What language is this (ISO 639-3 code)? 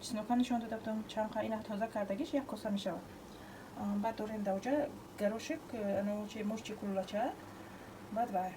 tgk